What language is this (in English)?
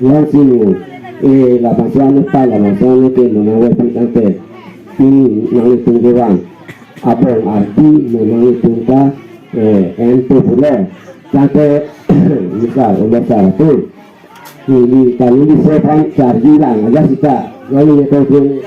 Karbi